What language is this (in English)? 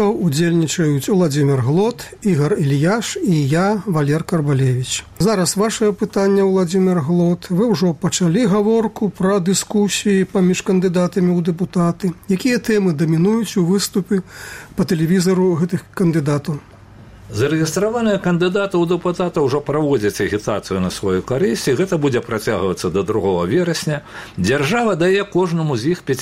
Belarusian